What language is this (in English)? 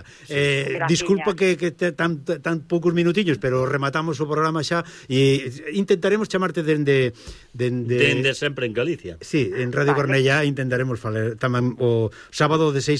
Galician